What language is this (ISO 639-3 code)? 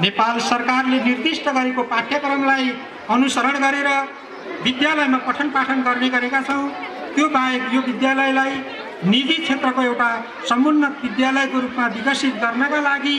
nep